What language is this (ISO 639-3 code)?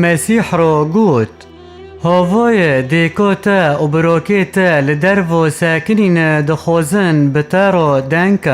kur